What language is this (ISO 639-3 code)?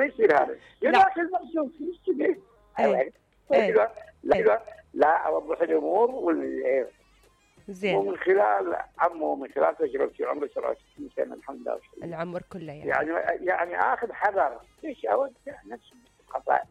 acm